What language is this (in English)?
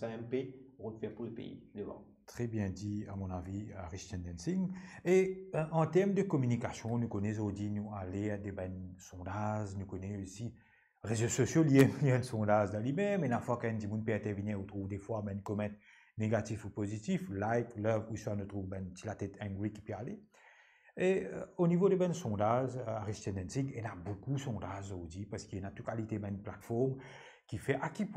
Morisyen